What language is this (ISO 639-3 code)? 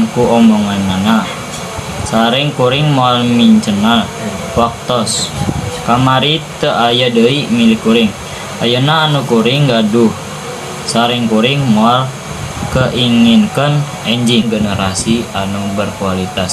sun